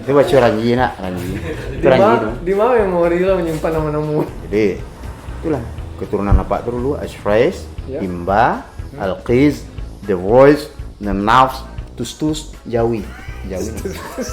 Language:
Minangkabau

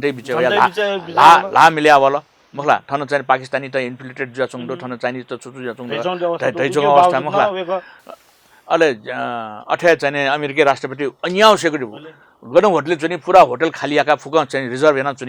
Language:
Newari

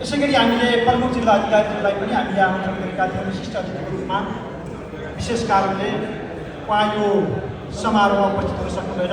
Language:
Nepali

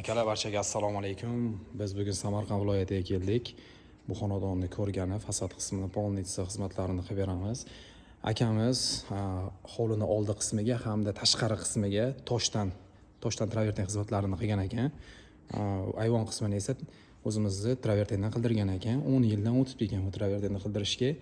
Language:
Uzbek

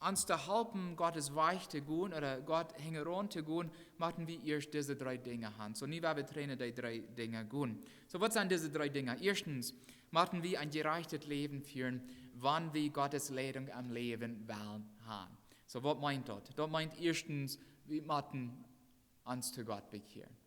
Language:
Plautdietsch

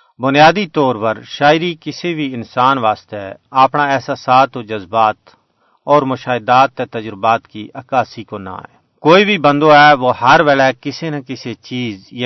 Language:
Gujari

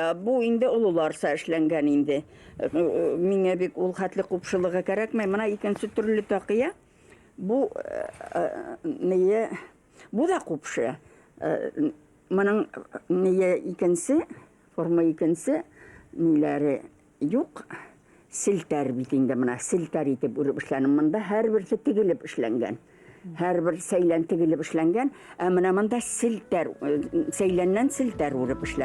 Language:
Bashkir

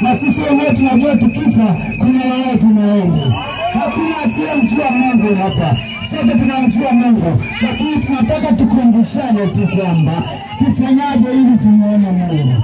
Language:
Swahili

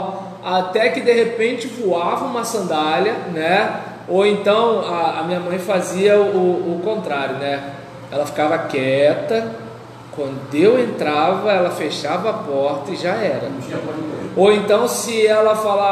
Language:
Portuguese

